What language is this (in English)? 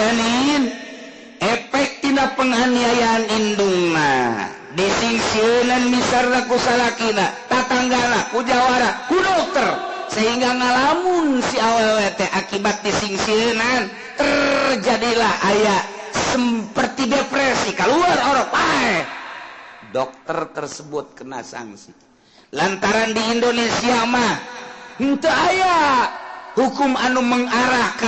Sundanese